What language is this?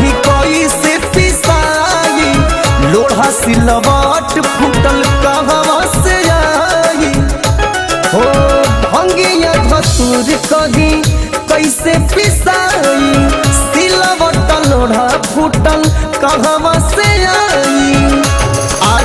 Bhojpuri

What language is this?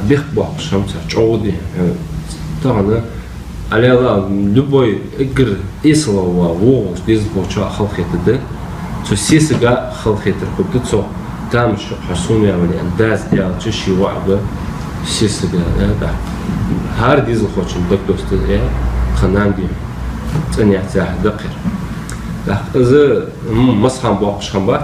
Ingush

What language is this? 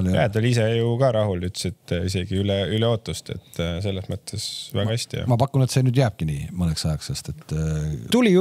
Estonian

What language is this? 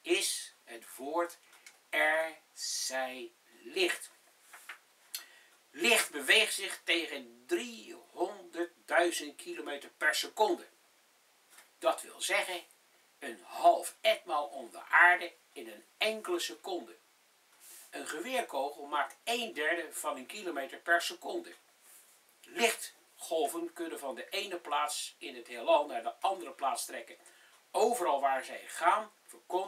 Dutch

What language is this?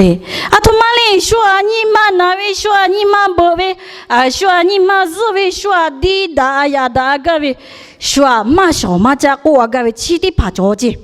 Lahu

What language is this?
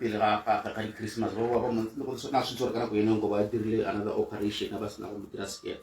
Tswana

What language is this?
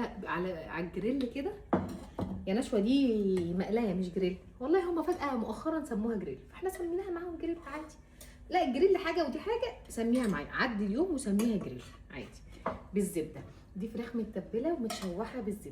Egyptian Arabic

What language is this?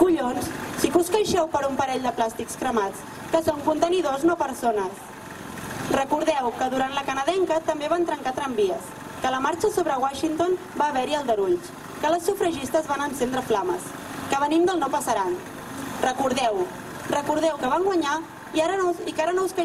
Catalan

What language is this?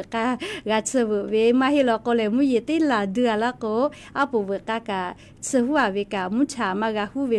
Lahu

